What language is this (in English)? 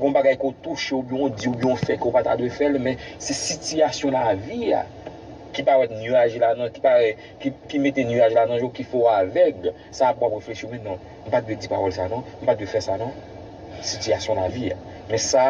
Haitian Creole